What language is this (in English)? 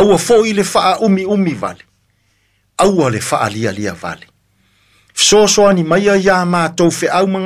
Samoan